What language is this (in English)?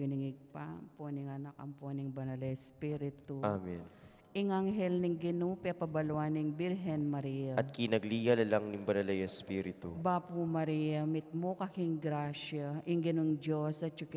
Pampanga